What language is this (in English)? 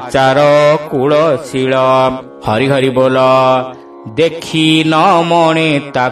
Odia